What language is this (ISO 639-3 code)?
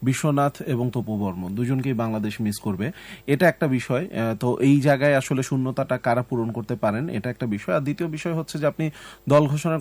ben